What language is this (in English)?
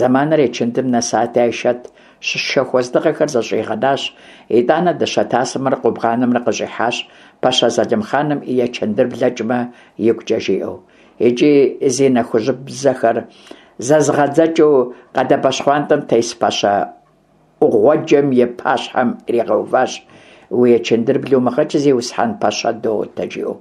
Kabardian